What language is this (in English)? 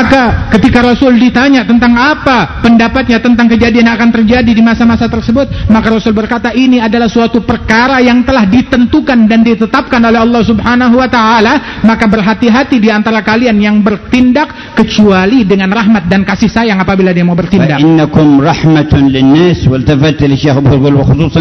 Indonesian